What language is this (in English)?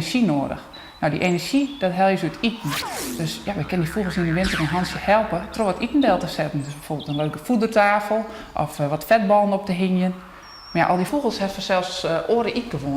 Western Frisian